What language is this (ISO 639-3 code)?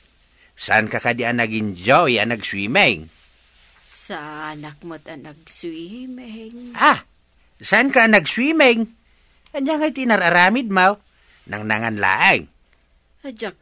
ilo